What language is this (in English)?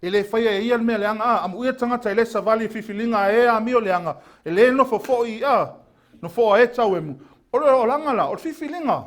Samoan